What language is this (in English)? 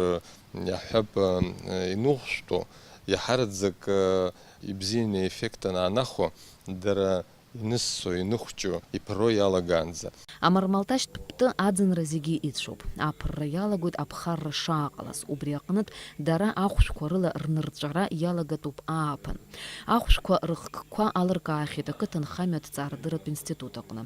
Abkhazian